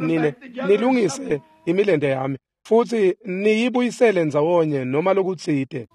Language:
Swati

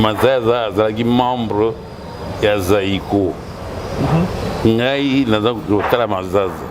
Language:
Lingala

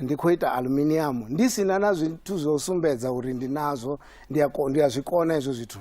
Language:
Venda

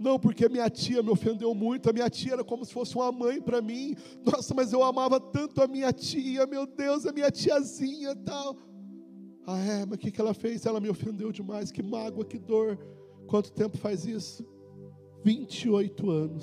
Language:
Portuguese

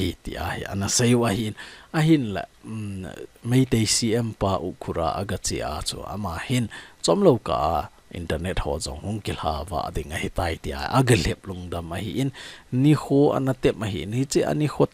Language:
Thado Chin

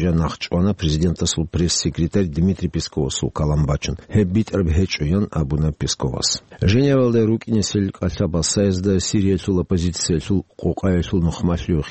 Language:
Avaric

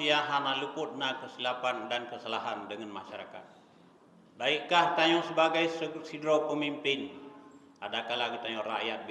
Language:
Achinese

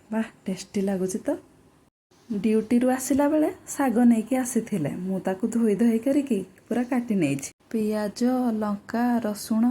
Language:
Odia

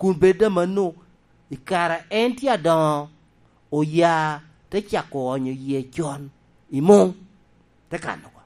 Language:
Lango (Uganda)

